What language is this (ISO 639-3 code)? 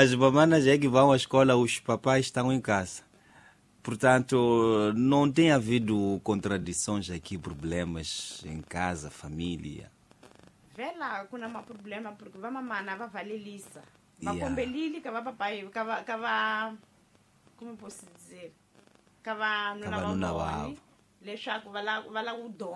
tso